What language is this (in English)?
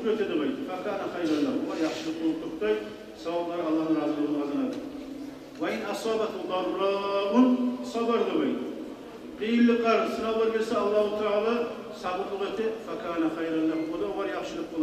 Kumyk